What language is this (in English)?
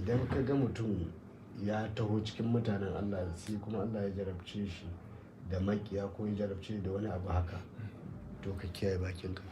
Hausa